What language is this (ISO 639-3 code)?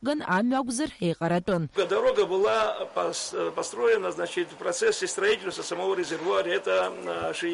abk